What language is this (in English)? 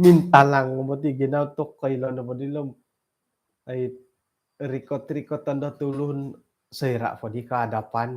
Central Dusun